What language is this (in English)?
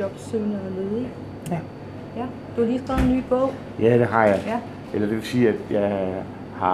Danish